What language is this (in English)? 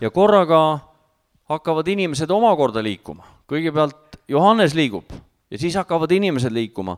Estonian